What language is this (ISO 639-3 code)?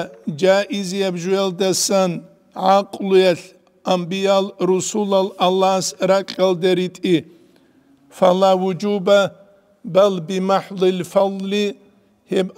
ava